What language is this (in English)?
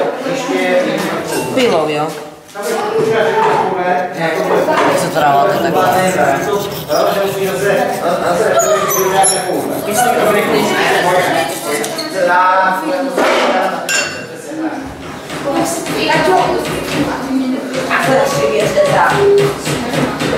Czech